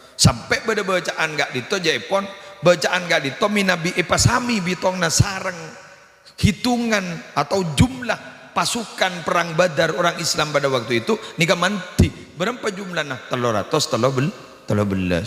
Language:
Madurese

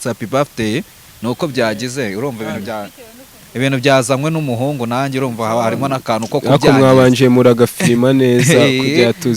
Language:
Kinyarwanda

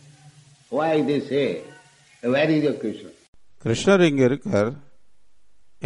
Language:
Tamil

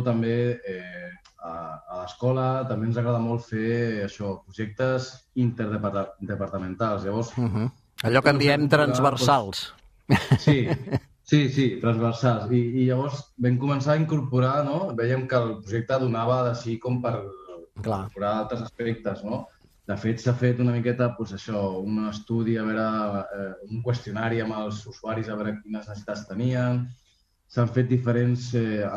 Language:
Catalan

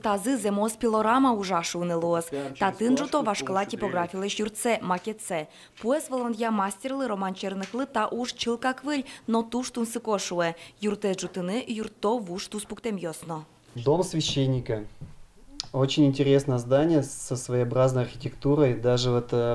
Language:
Udmurt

